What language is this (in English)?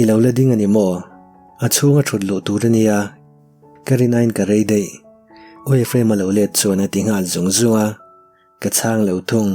Mizo